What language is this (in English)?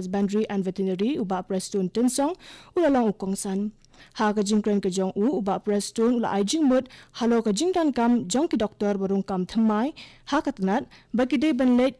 Khasi